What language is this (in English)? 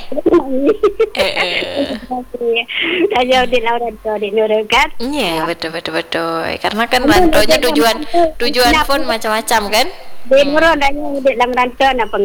Malay